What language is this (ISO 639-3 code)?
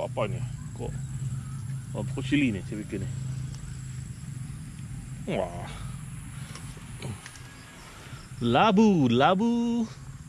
msa